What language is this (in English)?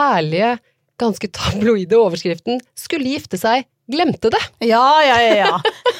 Norwegian